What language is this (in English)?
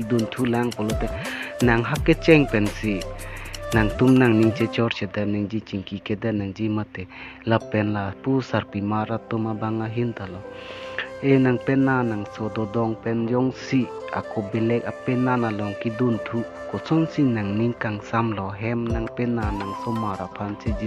Karbi